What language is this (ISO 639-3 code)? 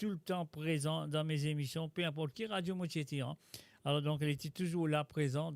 mfe